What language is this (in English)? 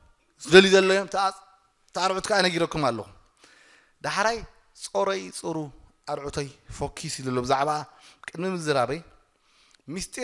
Tigrinya